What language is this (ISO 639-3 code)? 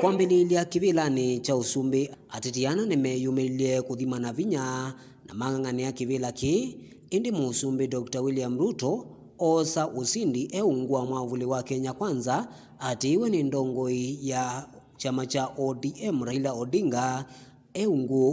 kam